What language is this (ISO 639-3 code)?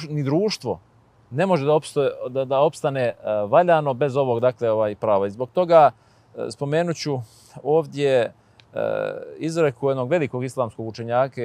bos